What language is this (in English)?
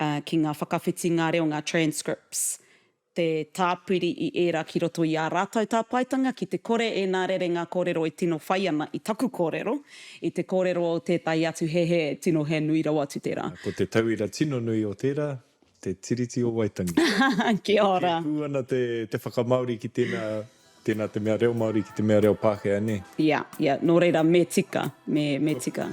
Māori